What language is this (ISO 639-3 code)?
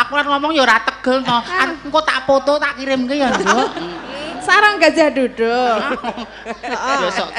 jav